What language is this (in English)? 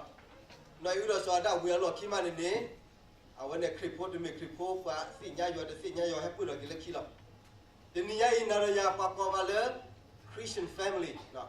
S'gaw Karen